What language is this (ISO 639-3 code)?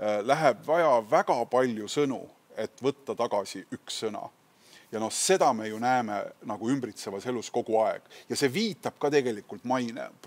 est